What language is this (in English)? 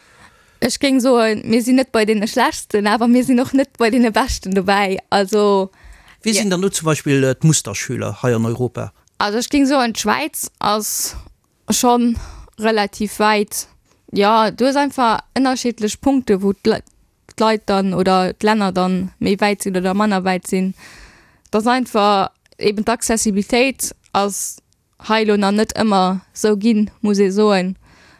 Luxembourgish